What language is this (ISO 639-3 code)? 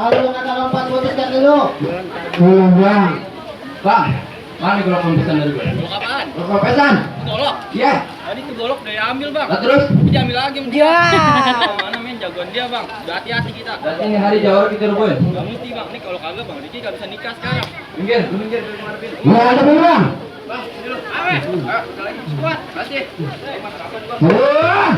bew